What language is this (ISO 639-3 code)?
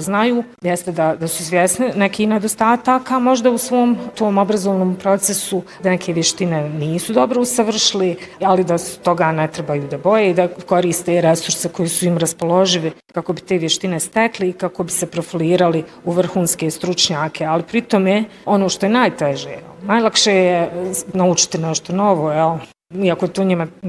bos